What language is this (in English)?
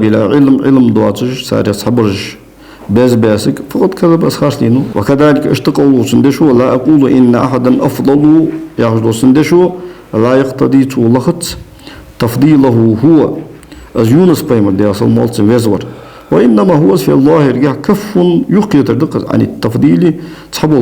Ingush